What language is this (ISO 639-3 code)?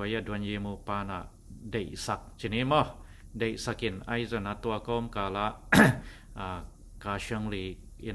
ctd